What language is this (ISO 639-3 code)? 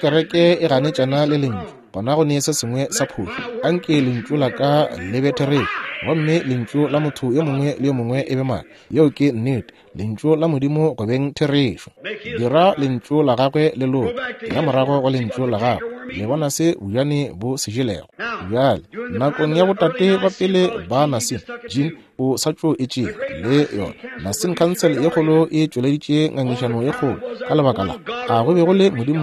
nso